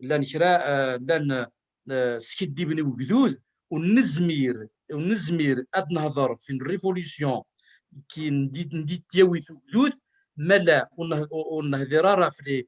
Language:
Kabyle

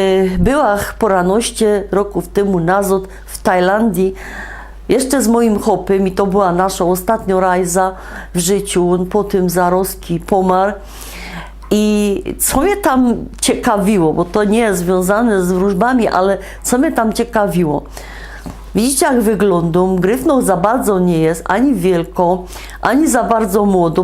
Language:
Silesian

